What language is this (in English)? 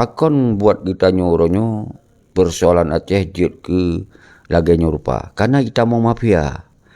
Achinese